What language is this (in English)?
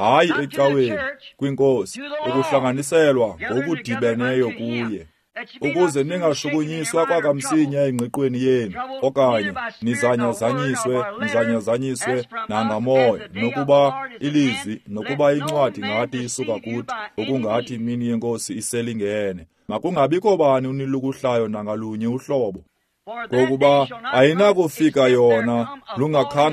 Xhosa